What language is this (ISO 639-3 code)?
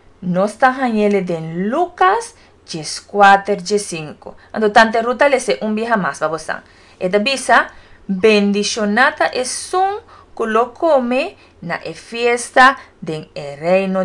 pap